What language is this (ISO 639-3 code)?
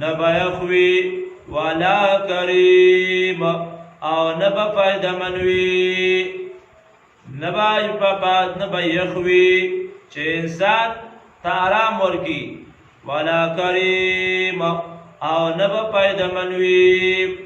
pus